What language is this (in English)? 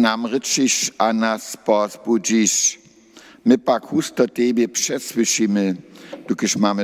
Upper Sorbian